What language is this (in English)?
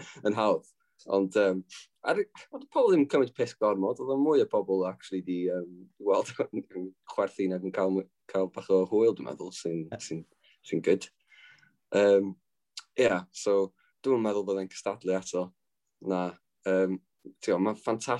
Welsh